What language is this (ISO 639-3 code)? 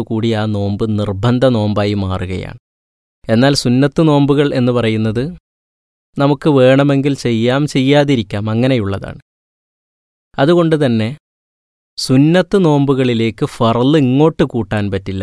mal